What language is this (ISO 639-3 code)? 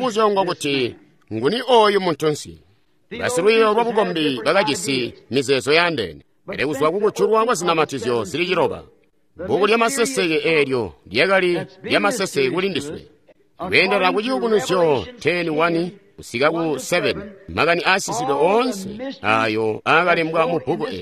toi